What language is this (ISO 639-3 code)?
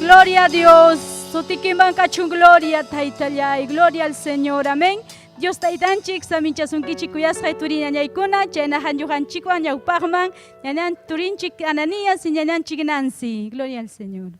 quy